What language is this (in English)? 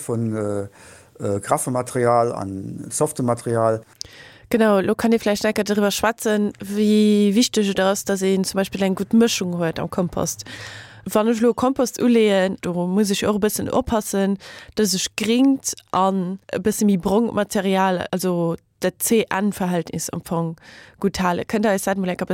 Luxembourgish